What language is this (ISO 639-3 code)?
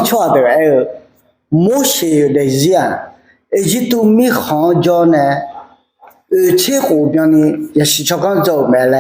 ahk